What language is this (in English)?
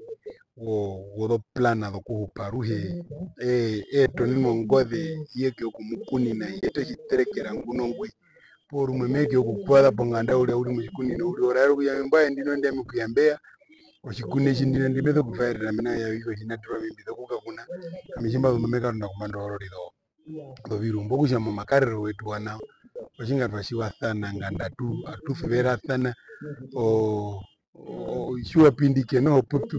Herero